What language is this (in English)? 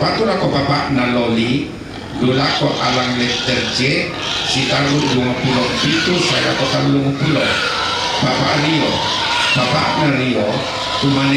Toraja-Sa'dan